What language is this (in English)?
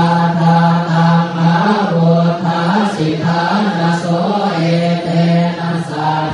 Pali